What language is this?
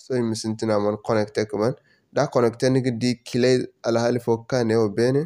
Zarma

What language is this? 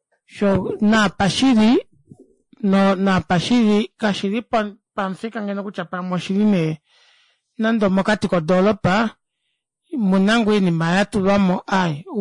Kuanyama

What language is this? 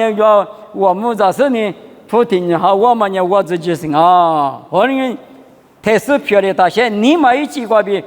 Lisu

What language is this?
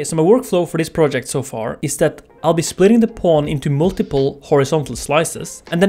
English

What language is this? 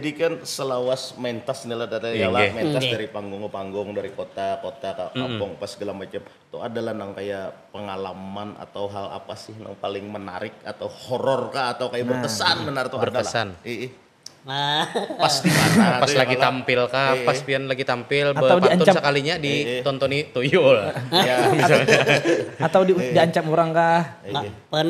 Banjar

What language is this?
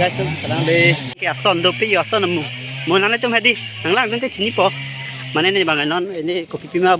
Karbi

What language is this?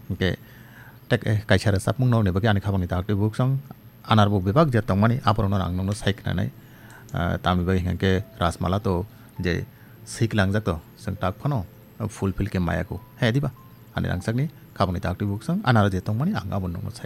Kok Borok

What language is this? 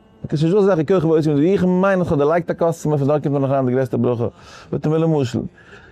Yiddish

